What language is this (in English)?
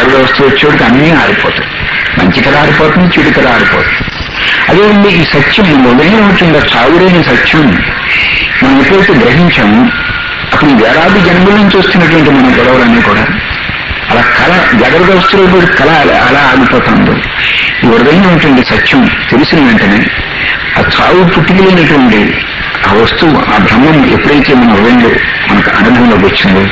Telugu